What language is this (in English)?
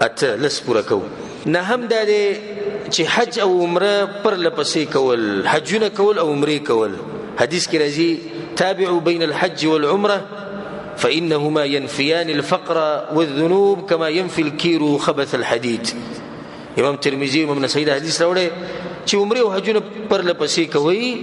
Pashto